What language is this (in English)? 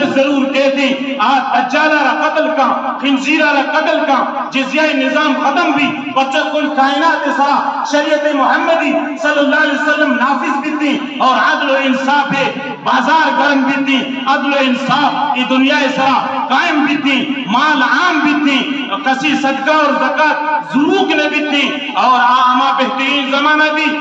Baluchi